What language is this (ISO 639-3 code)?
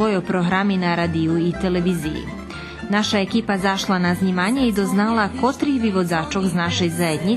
rue